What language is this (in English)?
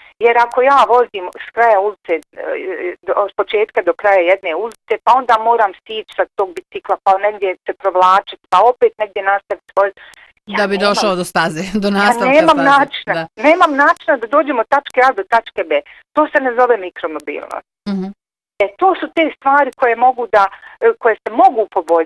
Bosnian